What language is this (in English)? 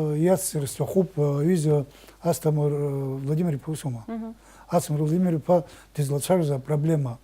Abkhazian